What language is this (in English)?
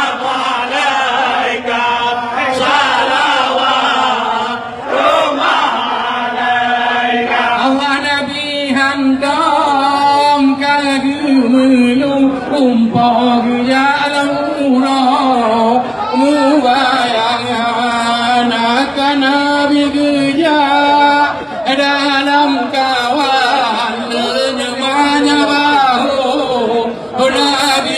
Achinese